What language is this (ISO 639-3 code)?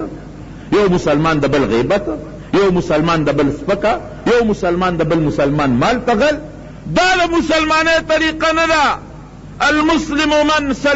pus